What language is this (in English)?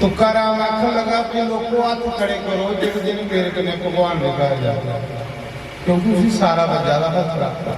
Dogri